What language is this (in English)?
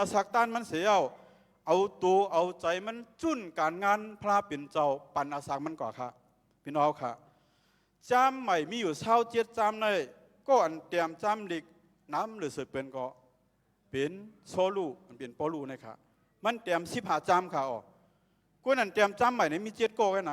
Shan